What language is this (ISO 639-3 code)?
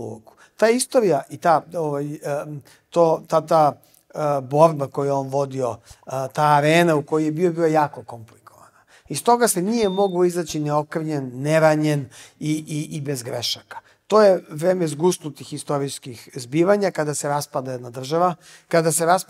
srp